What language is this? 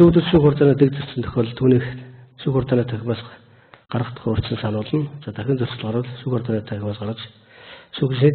Mongolian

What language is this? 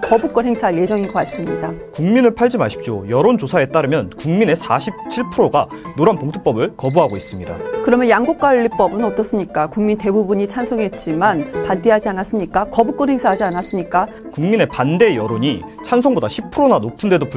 Korean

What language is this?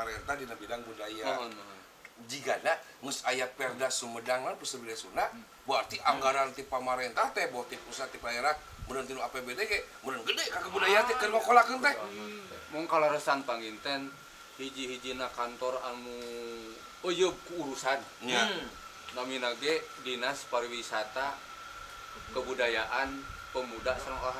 Sundanese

